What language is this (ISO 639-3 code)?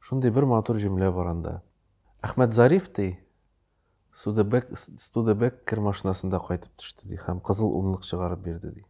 tat